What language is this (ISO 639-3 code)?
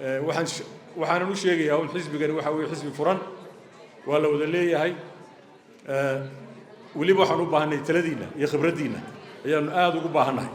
som